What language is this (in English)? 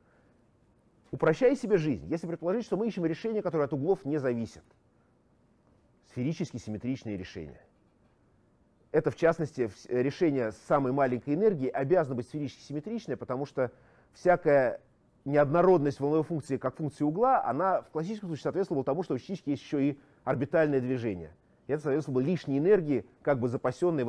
Russian